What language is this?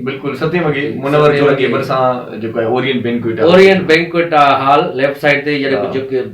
Sindhi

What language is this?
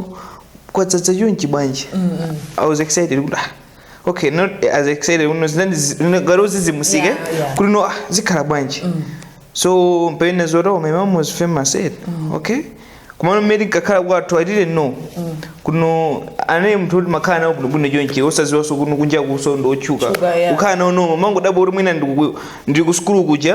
Nyanja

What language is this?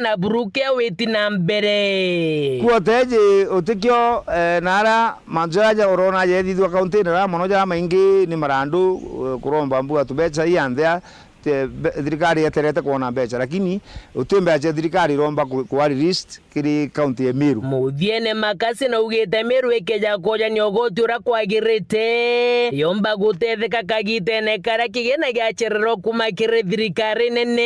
Meru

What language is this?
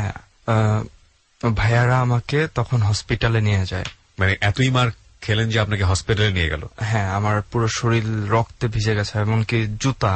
Bangla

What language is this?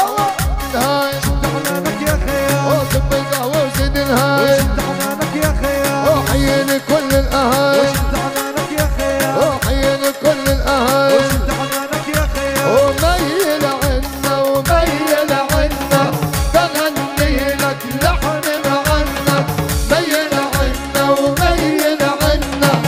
Arabic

